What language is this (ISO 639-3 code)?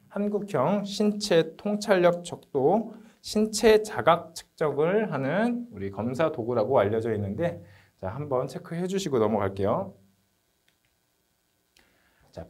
kor